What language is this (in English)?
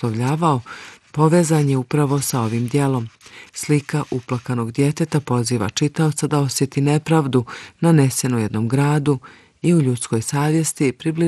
Bosnian